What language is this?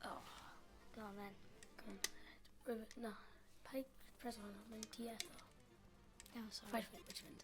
Welsh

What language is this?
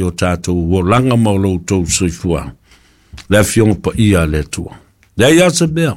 Samoan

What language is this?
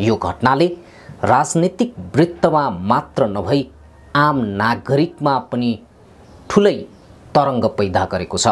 Nepali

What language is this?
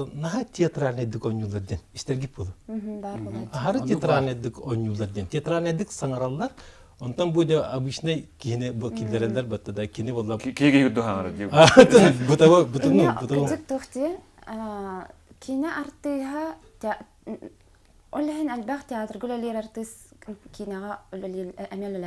Yakut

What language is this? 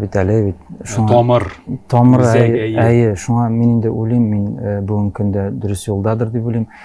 Tatar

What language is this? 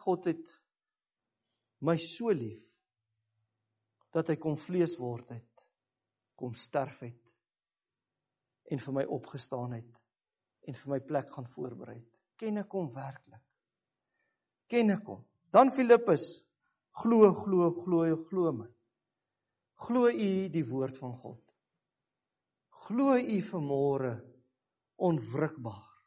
Afrikaans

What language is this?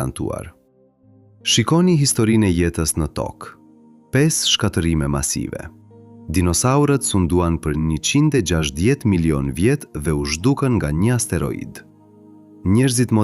Albanian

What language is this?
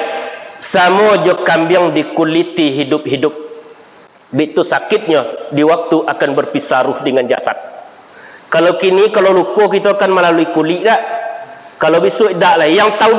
Minangkabau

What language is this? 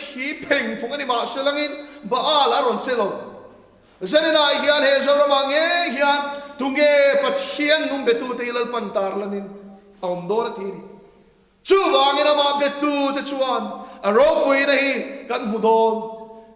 Mizo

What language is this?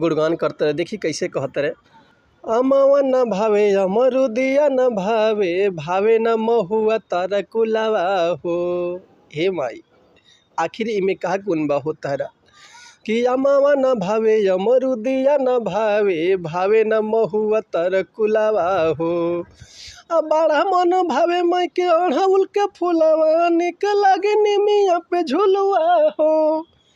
Bhojpuri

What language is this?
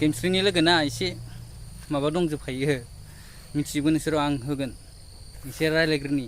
Bodo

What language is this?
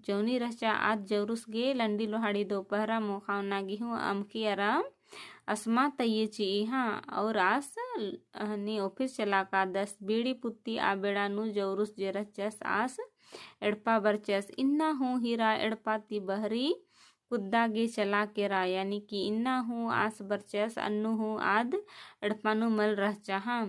Kurukh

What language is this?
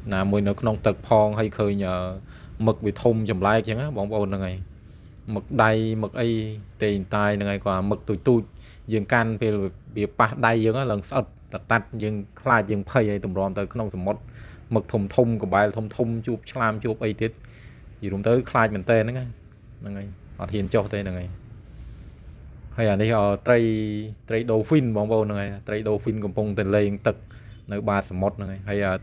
Khmer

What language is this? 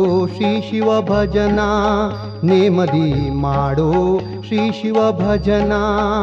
Kannada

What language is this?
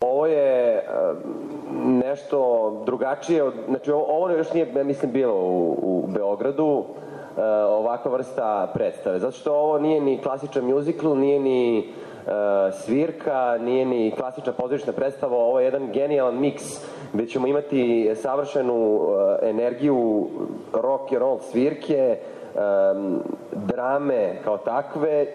Serbian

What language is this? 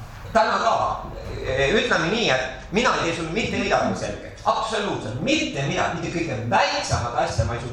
Estonian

